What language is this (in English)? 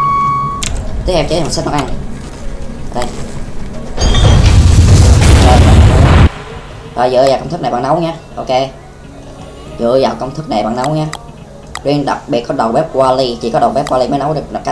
Vietnamese